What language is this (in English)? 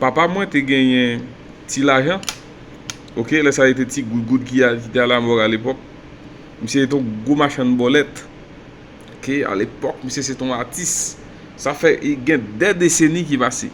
Haitian Creole